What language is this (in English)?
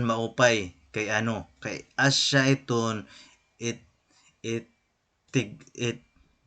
Waray